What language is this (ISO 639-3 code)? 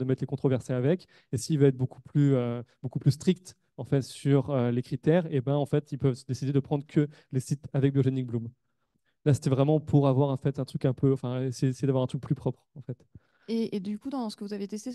fra